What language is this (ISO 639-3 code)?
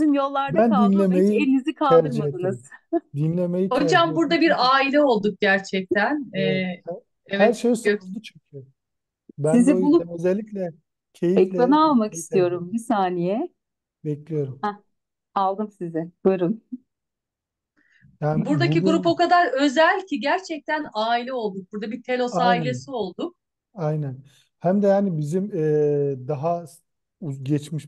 tur